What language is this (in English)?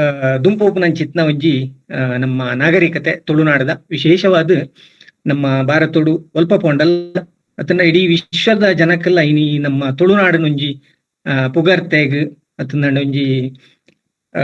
Tulu